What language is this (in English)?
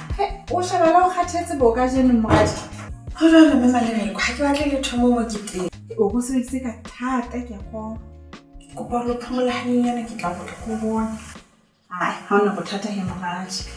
Southern Sotho